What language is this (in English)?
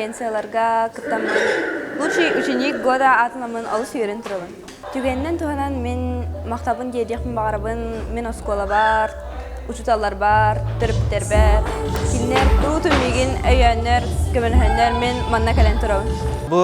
Yakut